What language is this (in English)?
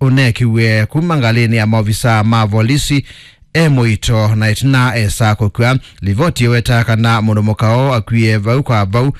Kamba